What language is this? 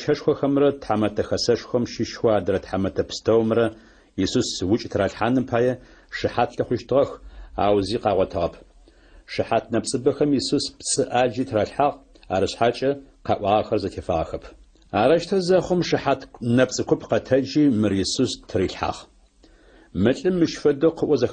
Adyghe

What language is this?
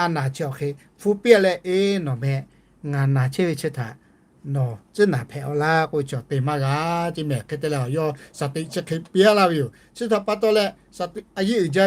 Lahu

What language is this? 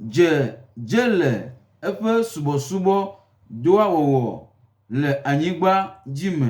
Gen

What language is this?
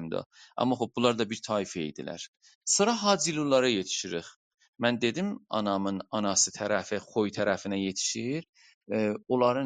South Azerbaijani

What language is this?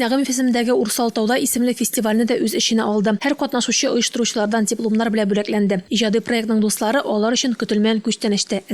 Tatar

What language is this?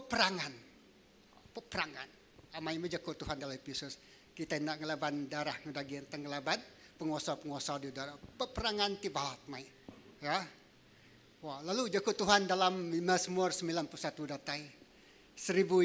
Iban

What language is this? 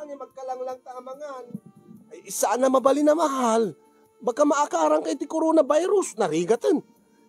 Iloko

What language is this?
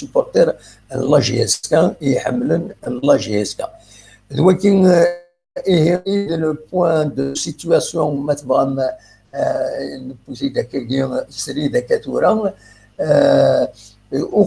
Kabyle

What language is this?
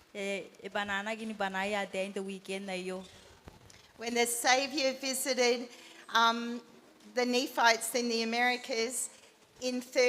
Gilbertese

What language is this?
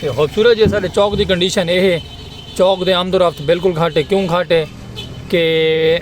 Saraiki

